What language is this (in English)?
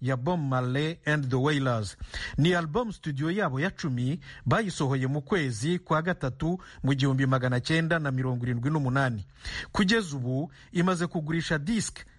Kinyarwanda